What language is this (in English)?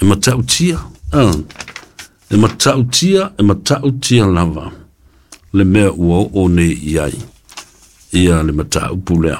Samoan